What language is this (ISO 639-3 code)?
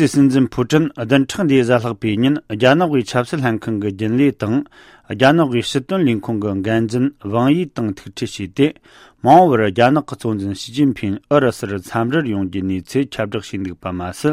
bod